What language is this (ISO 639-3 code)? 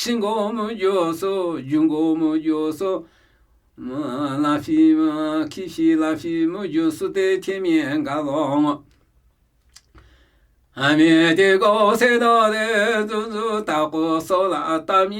nmy